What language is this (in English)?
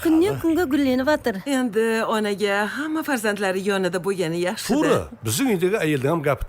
Kara-Kalpak